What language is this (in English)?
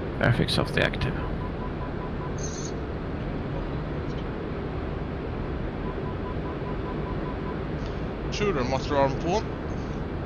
Swedish